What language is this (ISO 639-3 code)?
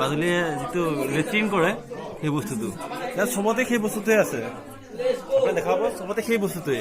asm